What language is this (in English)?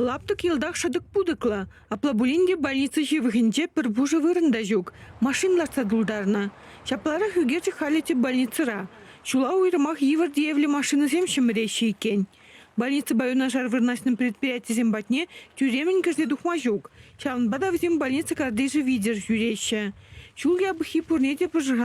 Chuvash